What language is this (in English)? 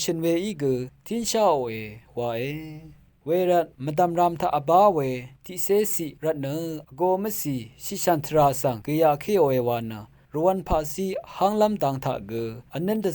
Rawang